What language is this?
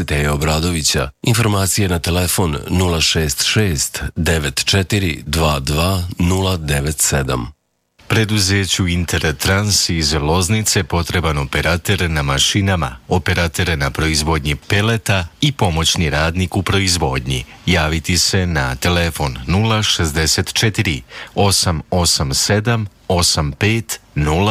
Serbian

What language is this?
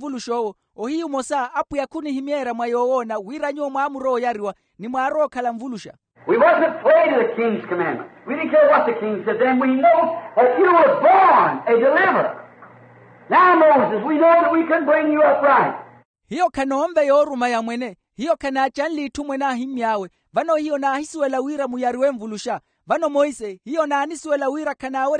Makhuwa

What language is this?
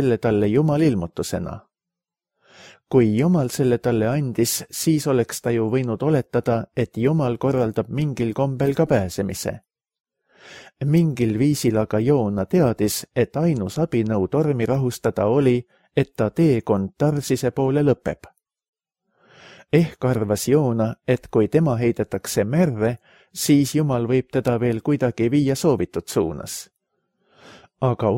Estonian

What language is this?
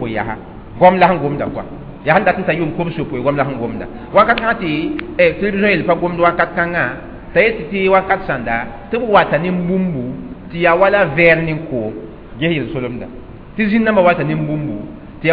Mossi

